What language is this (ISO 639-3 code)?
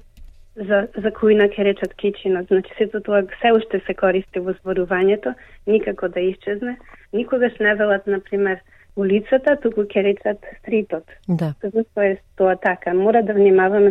mkd